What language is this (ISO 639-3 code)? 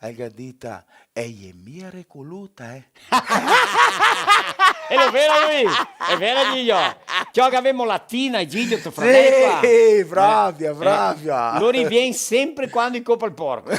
vec